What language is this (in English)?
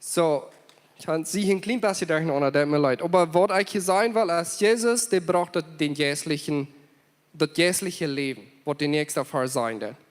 Plautdietsch